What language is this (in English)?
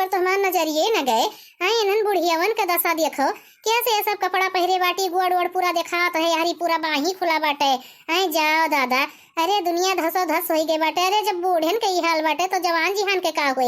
Awadhi